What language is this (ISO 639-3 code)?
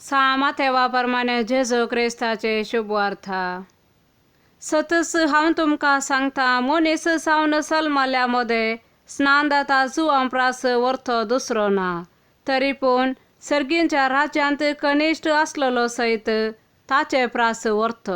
kok